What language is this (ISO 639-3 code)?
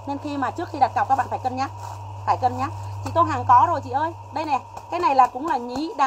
vie